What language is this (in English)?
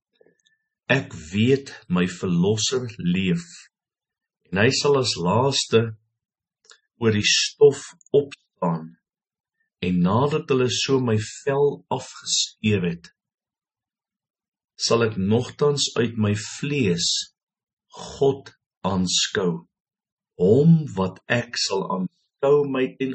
Afrikaans